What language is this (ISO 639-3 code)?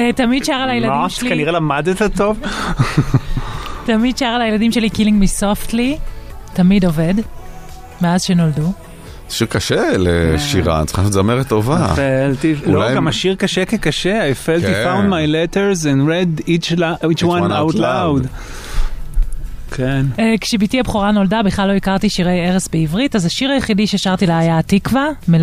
heb